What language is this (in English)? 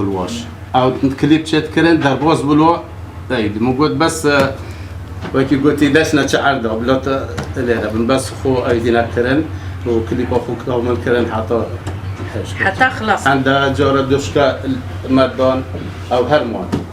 Kurdish